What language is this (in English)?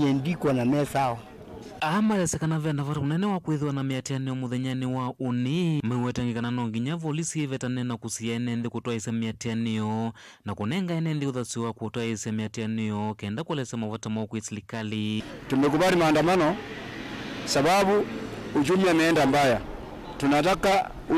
Kamba